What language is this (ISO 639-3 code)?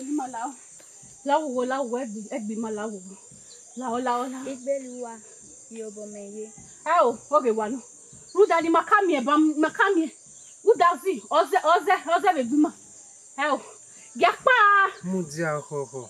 bin